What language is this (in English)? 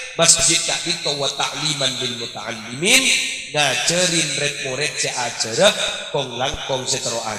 Madurese